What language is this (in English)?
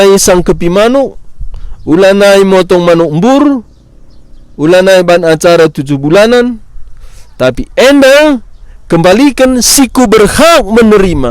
Batak Karo